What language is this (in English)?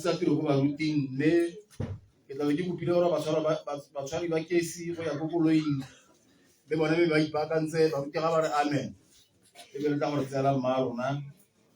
Tswana